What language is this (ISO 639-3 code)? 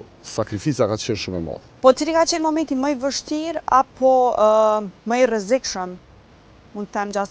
sqi